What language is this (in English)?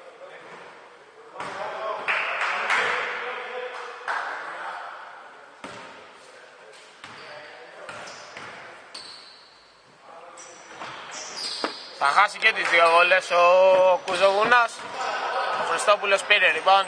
Greek